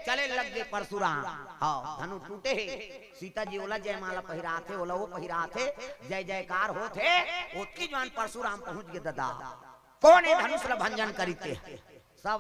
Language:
Chhattisgarhi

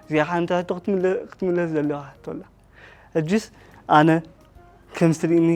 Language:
Tigrinya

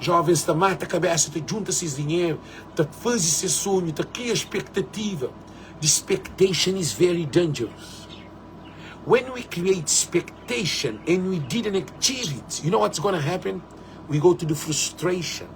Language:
Kabuverdianu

